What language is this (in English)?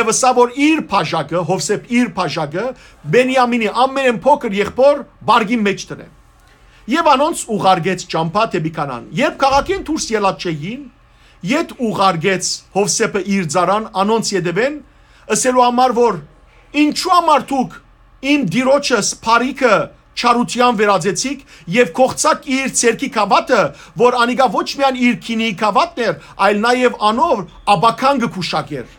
Western Armenian